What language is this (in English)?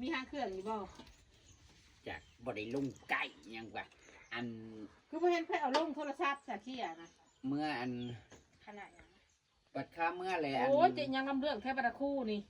Northeastern Thai